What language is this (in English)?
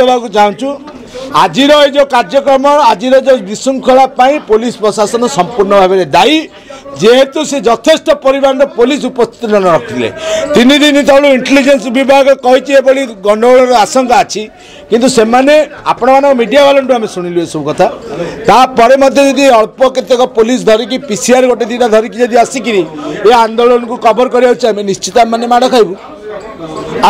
Odia